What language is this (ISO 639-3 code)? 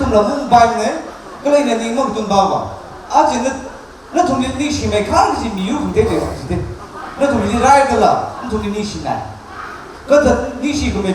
nmf